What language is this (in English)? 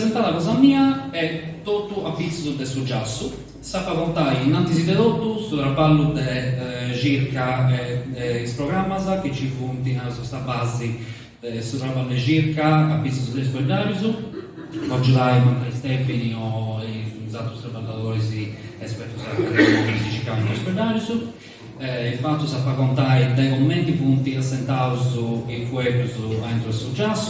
Sardinian